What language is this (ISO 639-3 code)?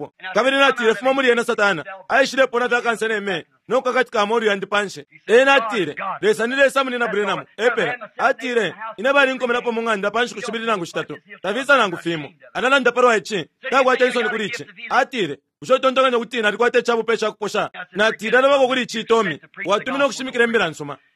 bem